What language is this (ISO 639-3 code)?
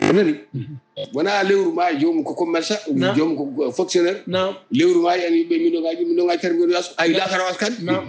ful